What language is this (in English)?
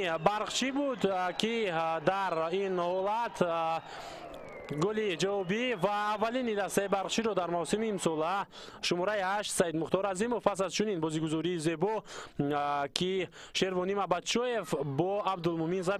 Tajik